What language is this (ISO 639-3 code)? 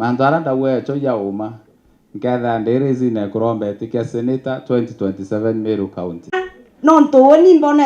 mer